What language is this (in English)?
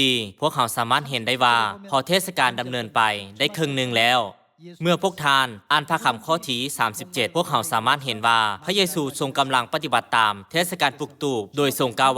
Lao